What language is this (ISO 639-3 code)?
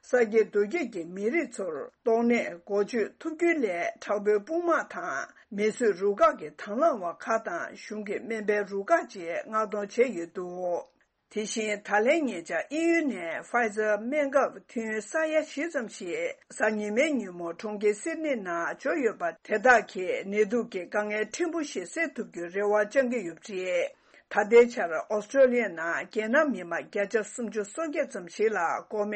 bod